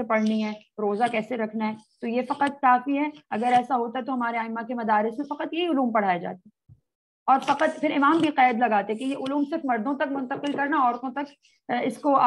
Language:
Urdu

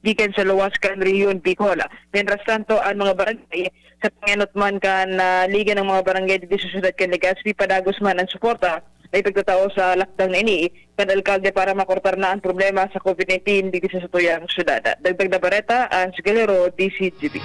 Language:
Bikol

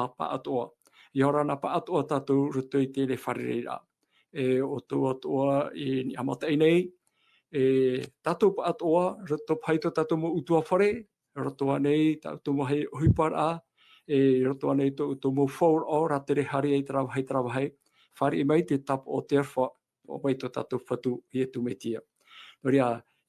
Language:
Tahitian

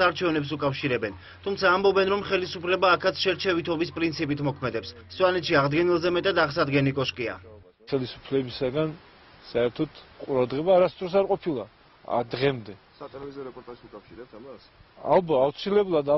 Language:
Georgian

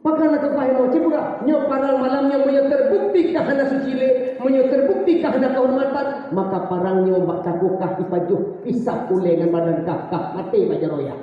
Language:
Achinese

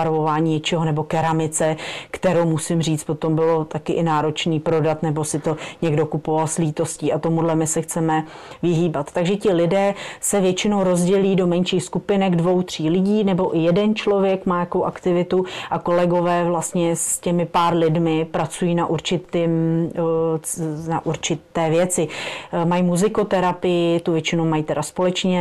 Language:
Czech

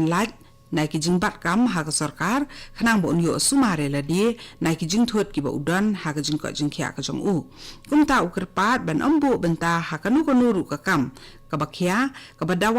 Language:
Khasi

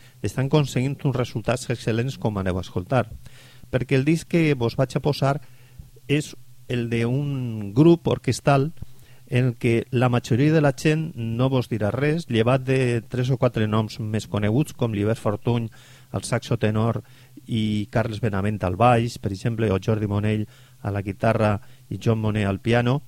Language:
Catalan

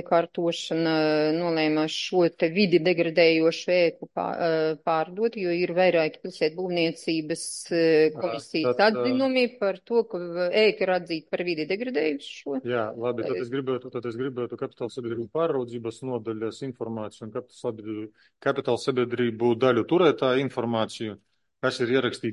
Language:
Latvian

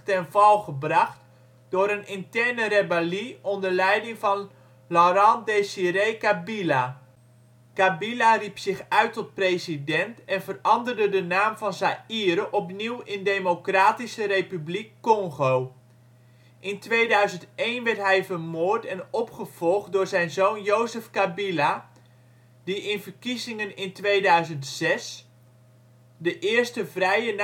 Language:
Dutch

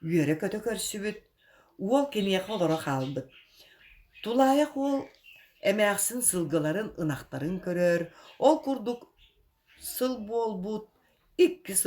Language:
Yakut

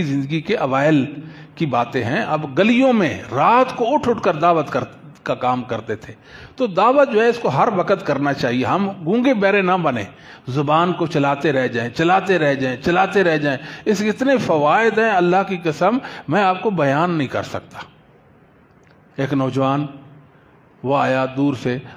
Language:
Urdu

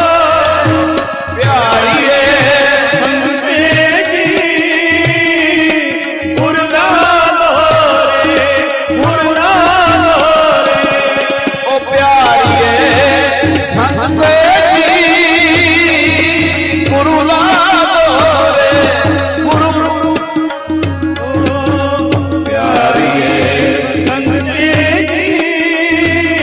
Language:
Punjabi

